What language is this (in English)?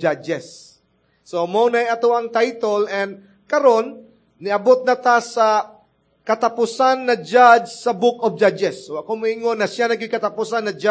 Cebuano